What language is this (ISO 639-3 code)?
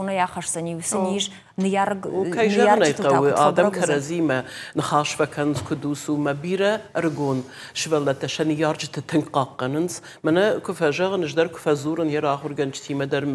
oss